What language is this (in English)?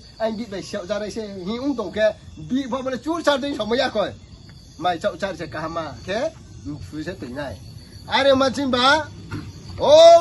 Riang (India)